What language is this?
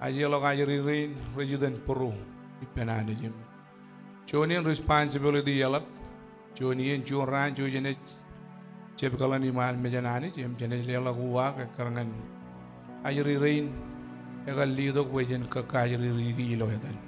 Marshallese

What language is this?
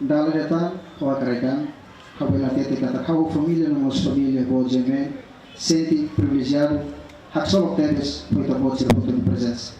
Tetum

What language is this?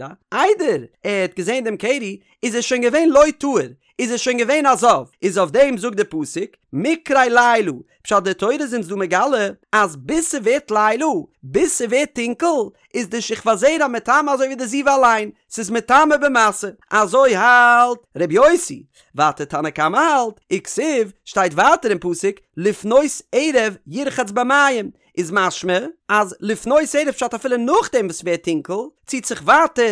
Yiddish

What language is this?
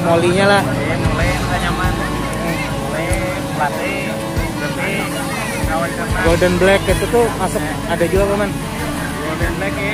Banjar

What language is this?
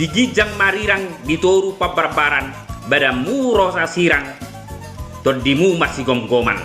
Batak Toba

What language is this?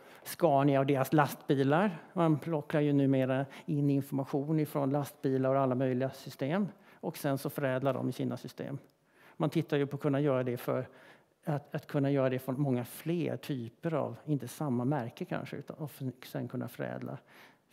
Swedish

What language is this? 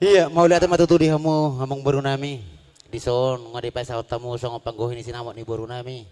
Batak Toba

